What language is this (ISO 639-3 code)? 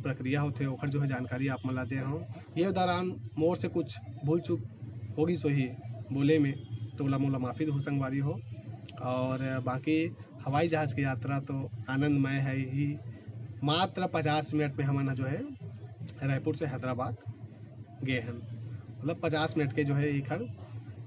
hne